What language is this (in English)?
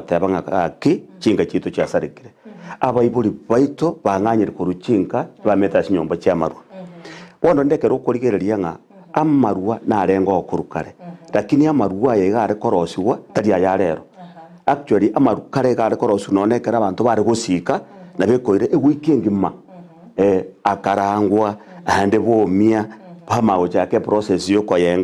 Gusii